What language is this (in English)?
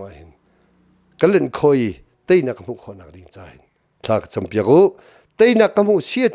Hakha Chin